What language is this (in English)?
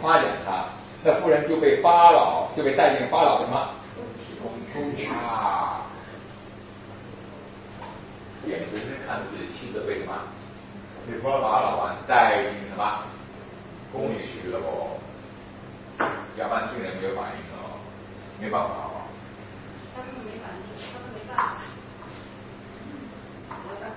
Chinese